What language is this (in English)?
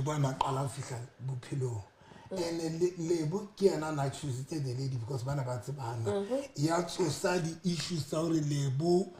Southern Sotho